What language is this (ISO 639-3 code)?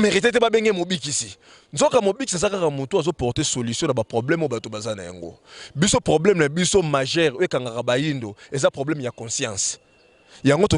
lin